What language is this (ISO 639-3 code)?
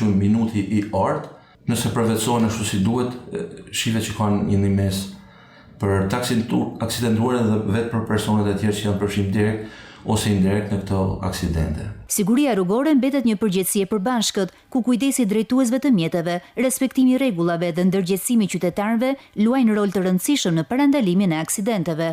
sqi